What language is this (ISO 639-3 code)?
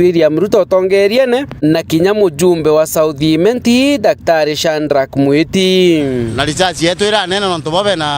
mer